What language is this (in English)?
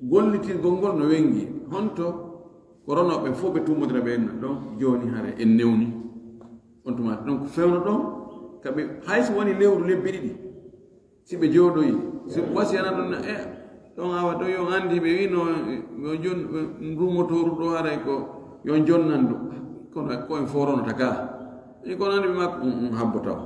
Fula